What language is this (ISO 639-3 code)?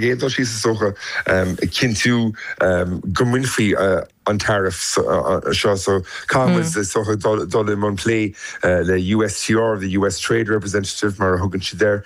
gle